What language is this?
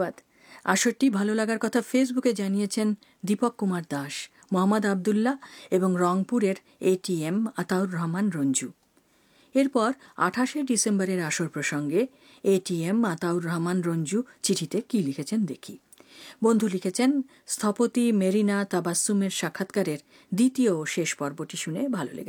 Bangla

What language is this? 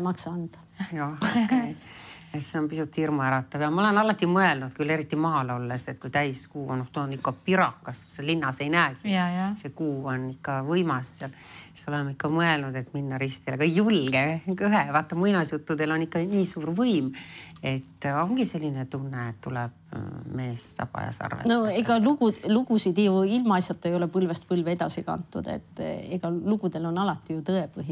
Estonian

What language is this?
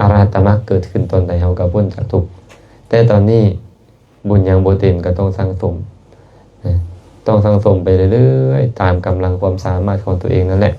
Lao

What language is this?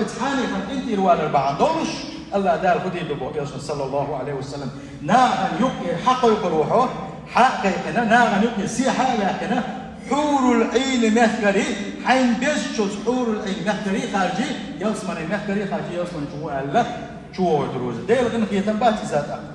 Chechen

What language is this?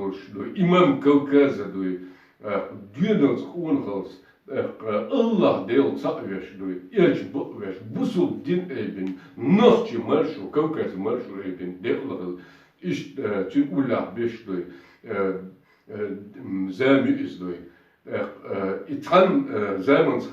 Chechen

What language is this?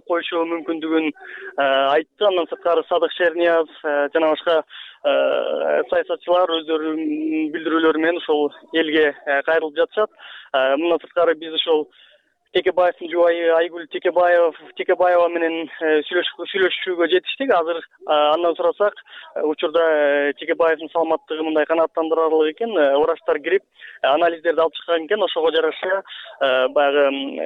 Kyrgyz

